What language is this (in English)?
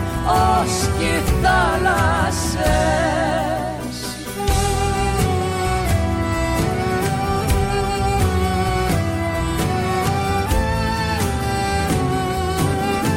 Greek